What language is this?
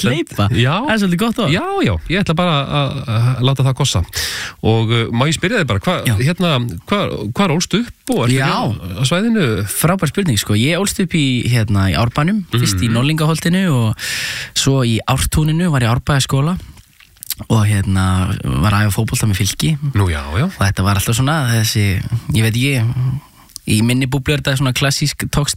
Icelandic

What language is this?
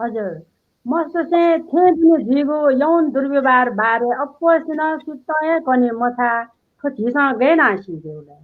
Newari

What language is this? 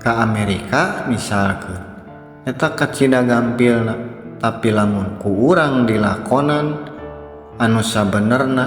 Sundanese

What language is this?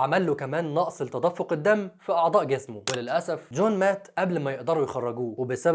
Egyptian Arabic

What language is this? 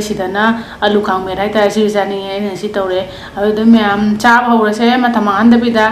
Manipuri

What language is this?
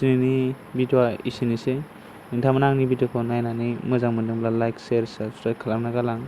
Bodo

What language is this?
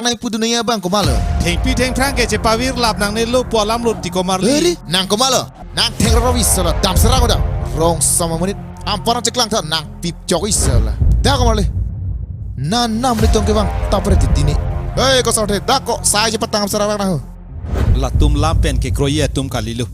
Karbi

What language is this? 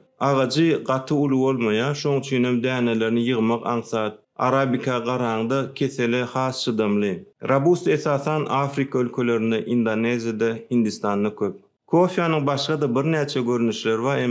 Turkmen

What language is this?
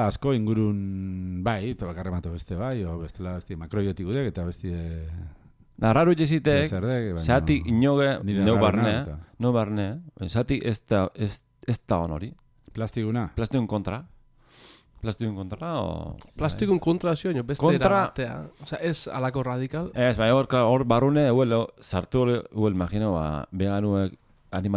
Basque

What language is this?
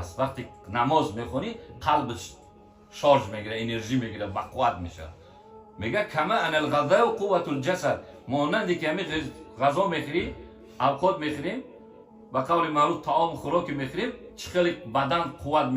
Tajik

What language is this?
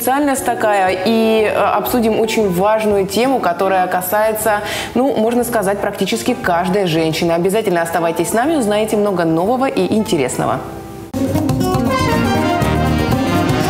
Russian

